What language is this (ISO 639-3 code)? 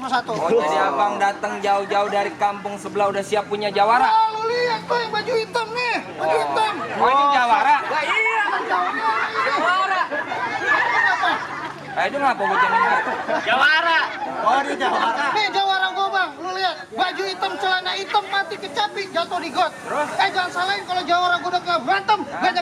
bew